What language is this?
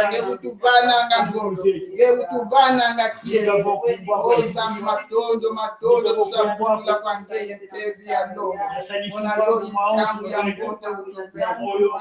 Kongo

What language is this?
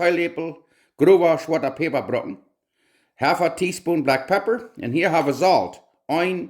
Plautdietsch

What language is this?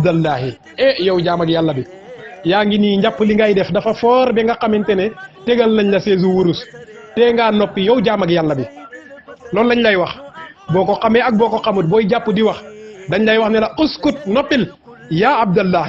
Wolof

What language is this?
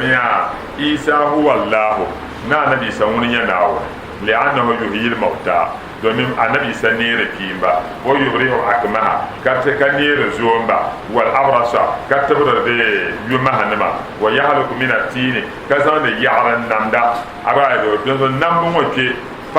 Dagbani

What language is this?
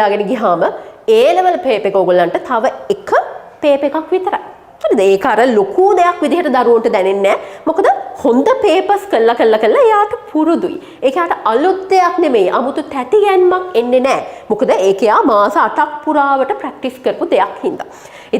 Sinhala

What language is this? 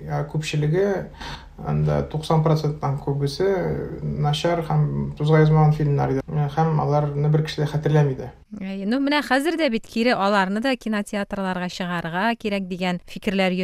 Tatar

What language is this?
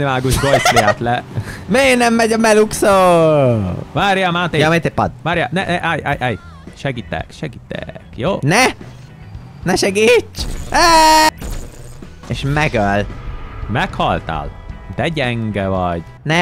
Hungarian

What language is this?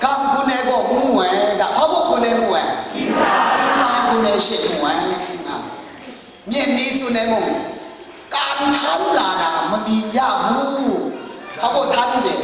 Kachin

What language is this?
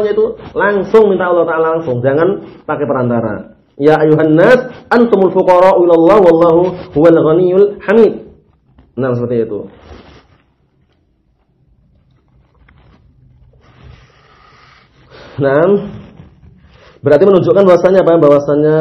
Indonesian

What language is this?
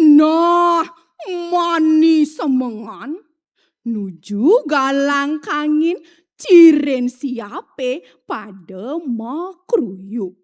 Balinese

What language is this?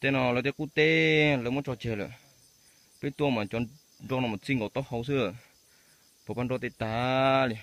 Hmong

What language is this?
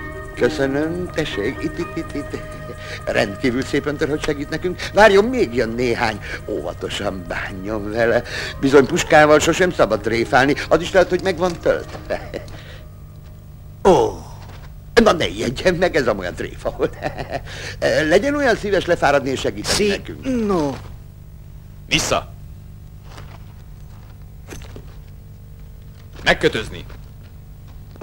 Hungarian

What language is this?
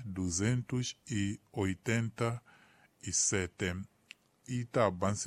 Tsonga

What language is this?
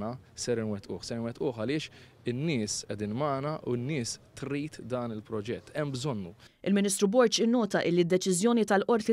Maltese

